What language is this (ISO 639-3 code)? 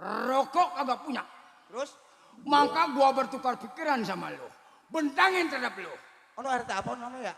bew